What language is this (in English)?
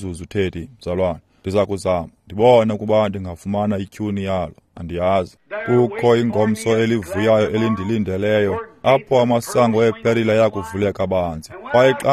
Xhosa